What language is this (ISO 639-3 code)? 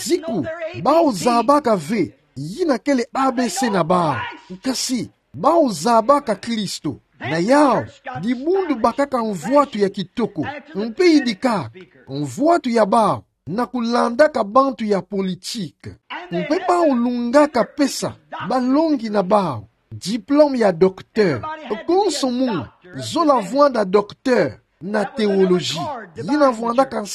ktu